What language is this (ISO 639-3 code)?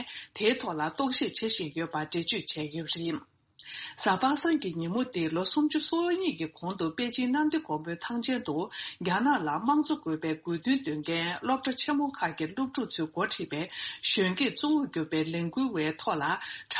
bod